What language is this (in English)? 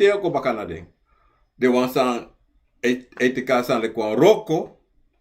Sranan Tongo